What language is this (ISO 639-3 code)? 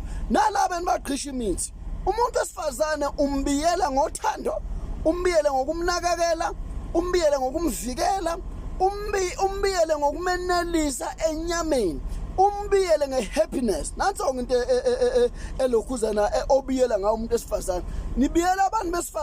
zul